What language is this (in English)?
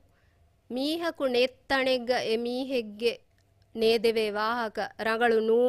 Divehi